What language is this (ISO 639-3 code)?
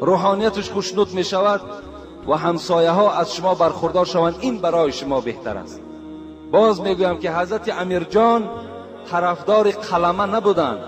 tgk